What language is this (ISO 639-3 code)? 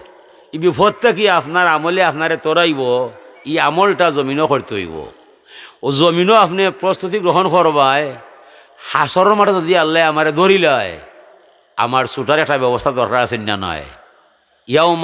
syl